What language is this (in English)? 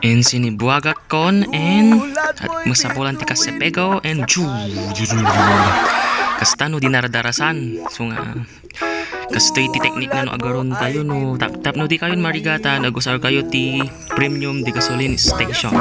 Iloko